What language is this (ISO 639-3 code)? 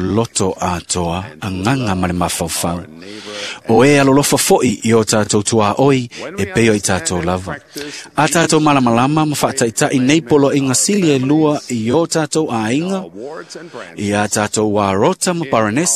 smo